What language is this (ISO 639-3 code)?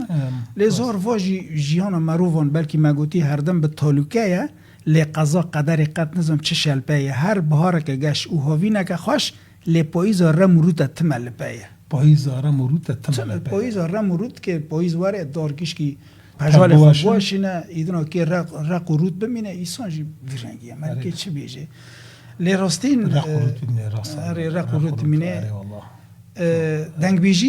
kur